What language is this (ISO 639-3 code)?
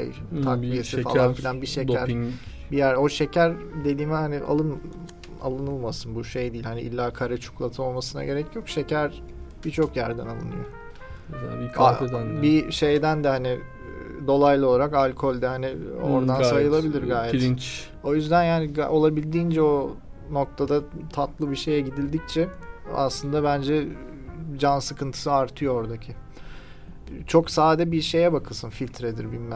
tur